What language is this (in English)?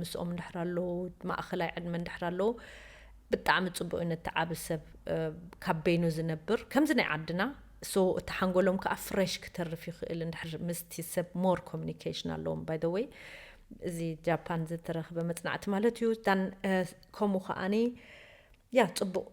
Tigrinya